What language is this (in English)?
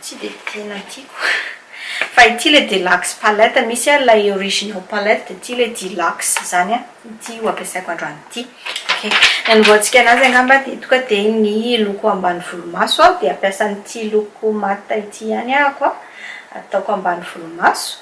Malagasy